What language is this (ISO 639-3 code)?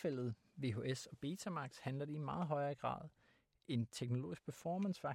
dan